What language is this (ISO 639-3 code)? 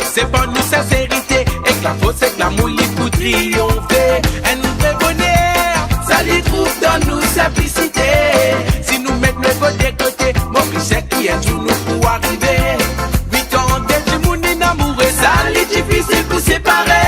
mfe